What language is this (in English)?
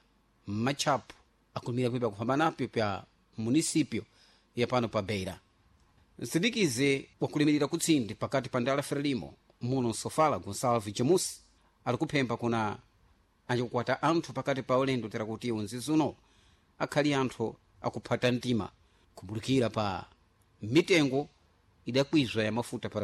Sena